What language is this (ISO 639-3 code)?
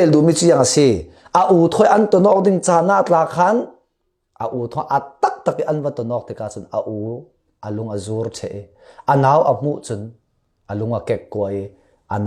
cfm